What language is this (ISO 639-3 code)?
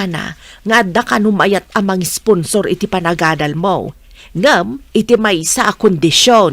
ilo